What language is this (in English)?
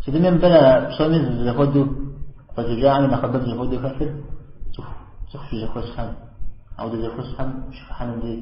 Kabardian